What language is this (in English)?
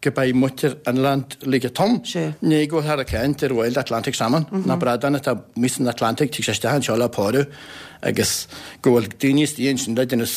Irish